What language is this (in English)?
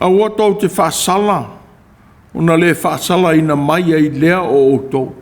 Samoan